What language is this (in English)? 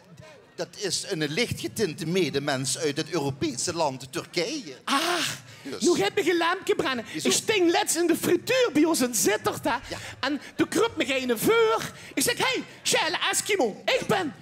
Limburgish